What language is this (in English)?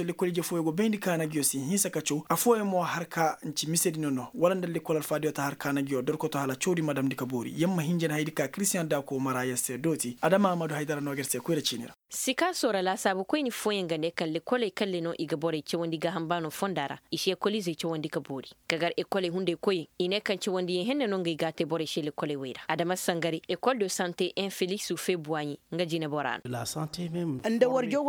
Koyraboro Senni